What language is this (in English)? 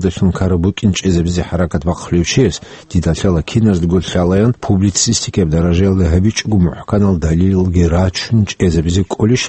Avaric